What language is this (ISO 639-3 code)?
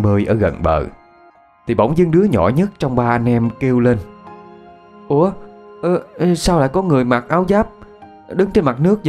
vie